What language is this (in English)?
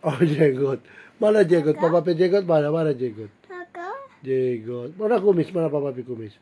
Manado Malay